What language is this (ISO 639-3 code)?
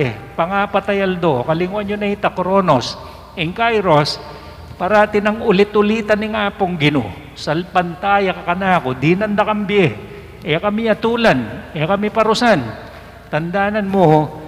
pam